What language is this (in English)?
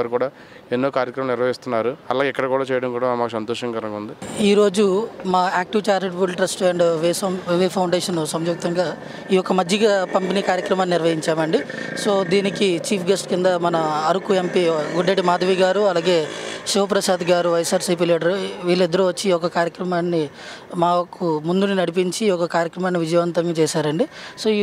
Telugu